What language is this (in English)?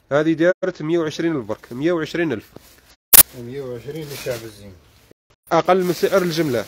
Algerian Arabic